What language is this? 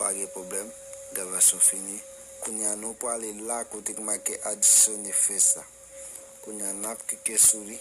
Haitian Creole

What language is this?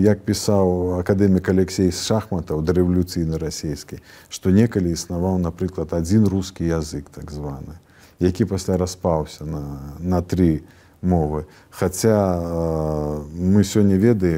Belarusian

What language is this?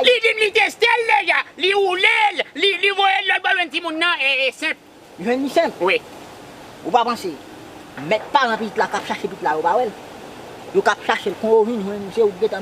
Haitian Creole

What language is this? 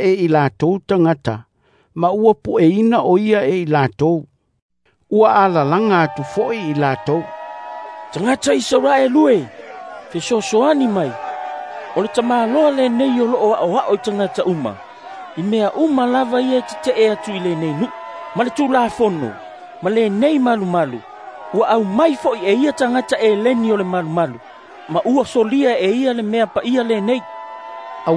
Samoan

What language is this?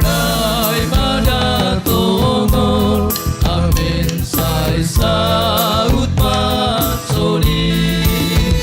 Batak Simalungun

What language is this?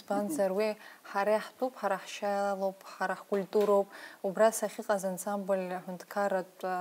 Abkhazian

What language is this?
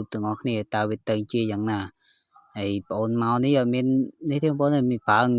Khmer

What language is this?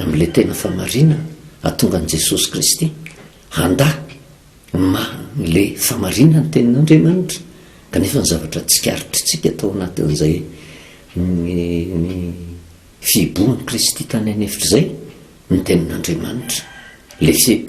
Malagasy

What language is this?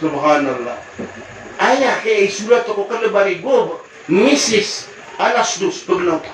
Maranao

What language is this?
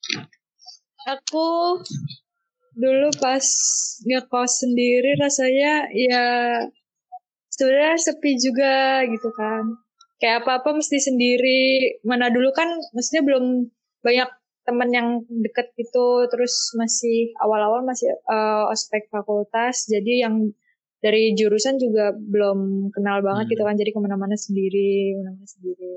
Indonesian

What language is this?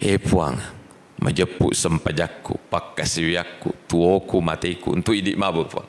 Buginese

